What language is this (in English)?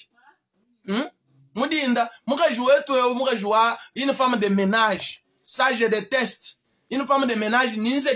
Luba-Lulua